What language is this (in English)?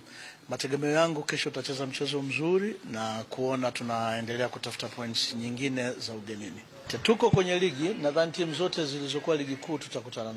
Swahili